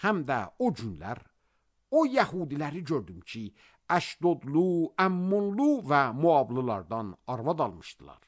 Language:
Azerbaijani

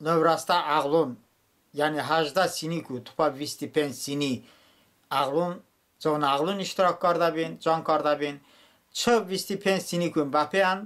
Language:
Talysh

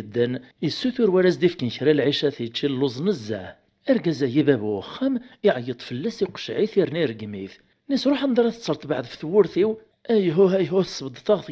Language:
Kabyle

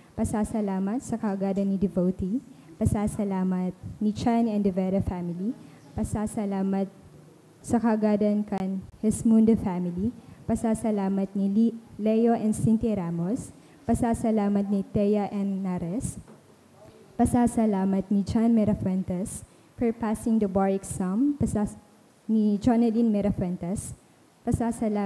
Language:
Bikol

